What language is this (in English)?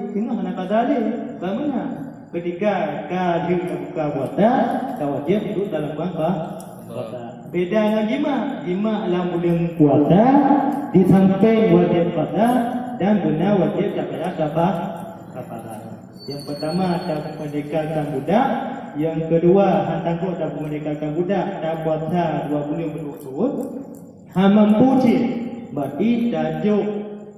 Achinese